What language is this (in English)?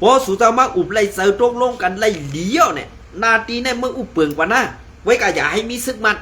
Shan